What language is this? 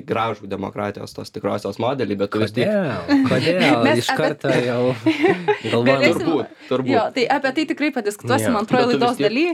Lithuanian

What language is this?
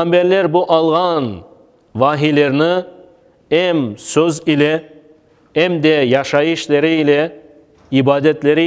Crimean Tatar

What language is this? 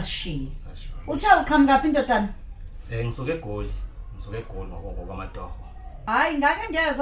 Zulu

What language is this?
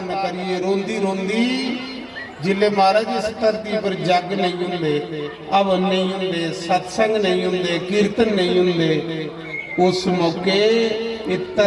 Dogri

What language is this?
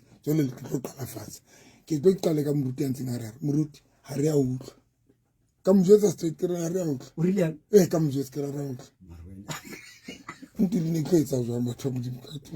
Southern Sotho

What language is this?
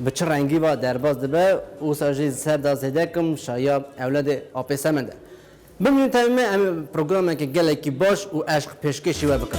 Kurdish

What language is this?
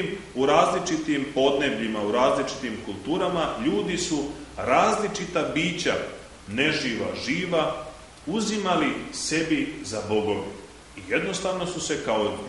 Serbian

